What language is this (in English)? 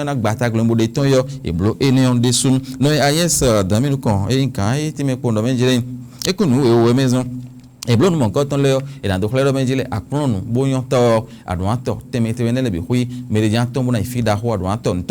Fon